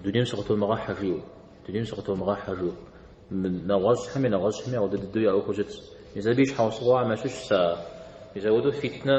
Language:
Kabardian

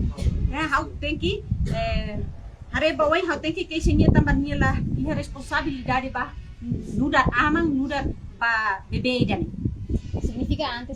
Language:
Tetum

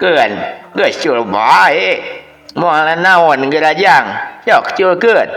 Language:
Sundanese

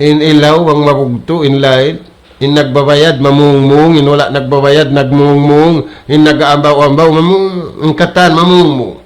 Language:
Tausug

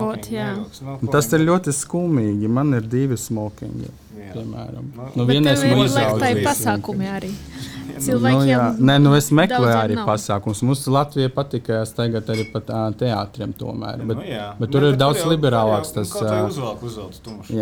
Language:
Latvian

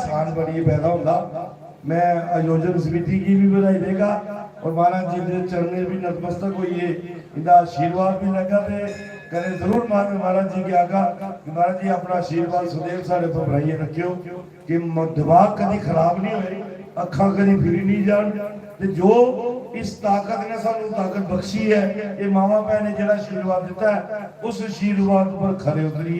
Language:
Dogri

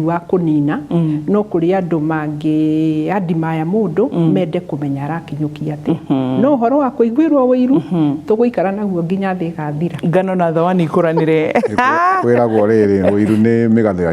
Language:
Kikuyu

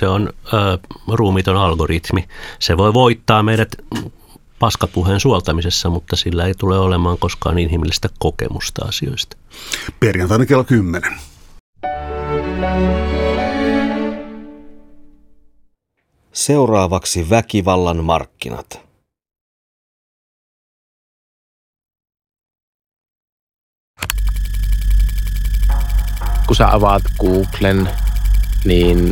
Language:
Finnish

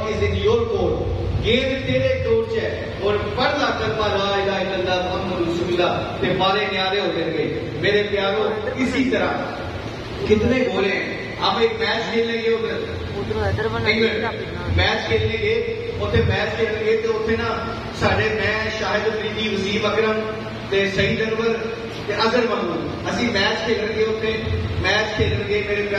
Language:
Urdu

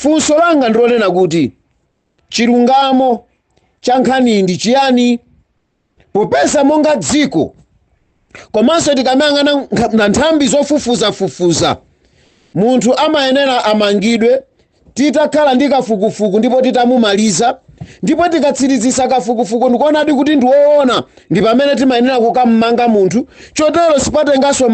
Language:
Nyanja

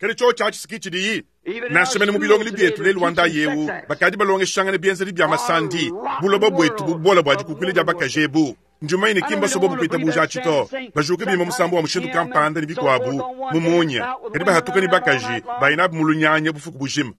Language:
Luba-Lulua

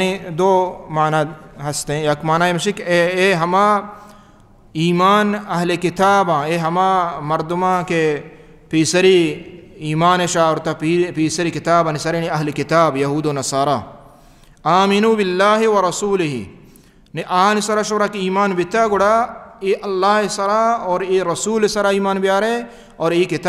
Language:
Baluchi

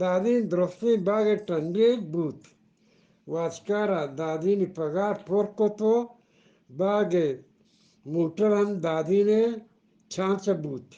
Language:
Eastern Balochi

